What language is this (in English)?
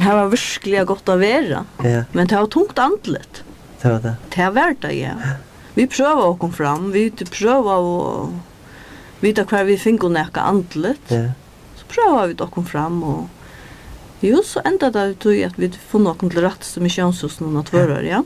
Faroese